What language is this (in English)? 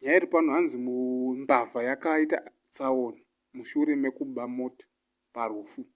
Shona